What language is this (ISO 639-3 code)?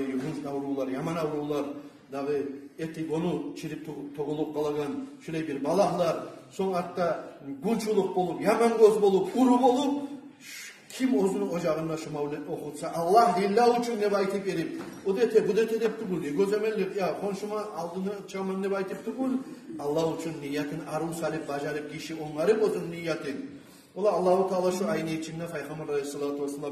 kum